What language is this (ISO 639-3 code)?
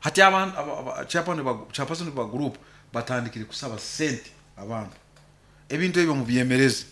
nyo